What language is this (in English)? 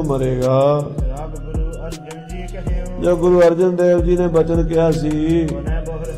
Punjabi